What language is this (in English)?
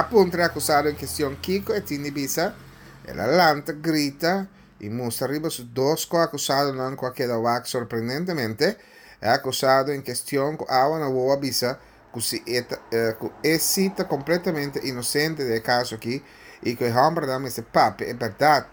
Papiamento